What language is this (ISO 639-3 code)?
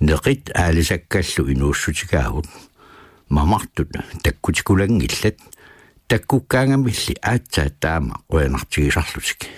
kal